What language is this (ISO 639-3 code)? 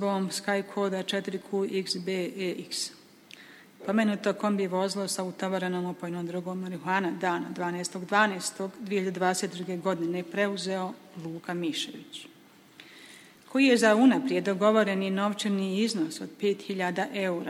bos